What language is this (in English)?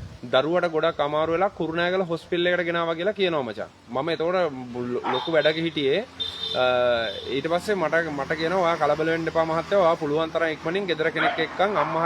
Sinhala